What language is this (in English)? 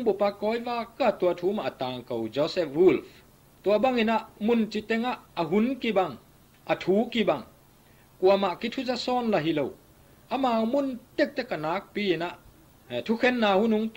Tedim Chin